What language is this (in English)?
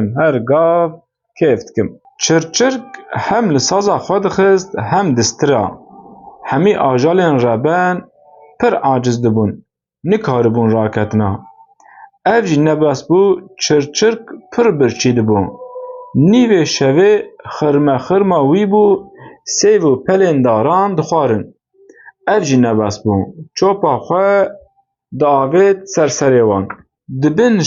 Kurdish